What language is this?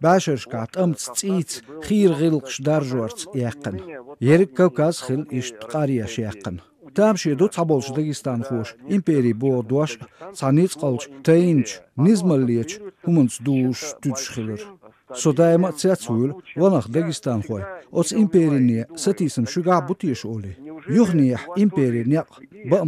Chechen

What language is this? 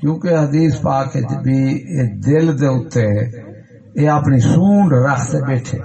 Saraiki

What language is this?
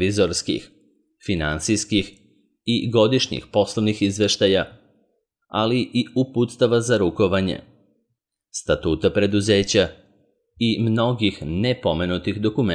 Serbian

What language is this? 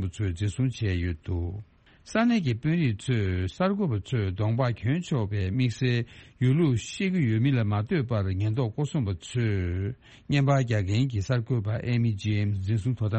Tibetan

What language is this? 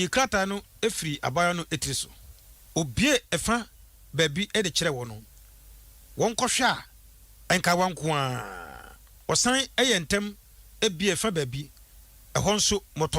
Akan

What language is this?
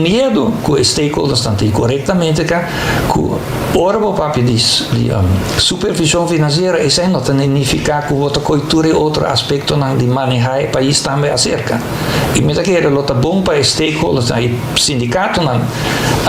Papiamento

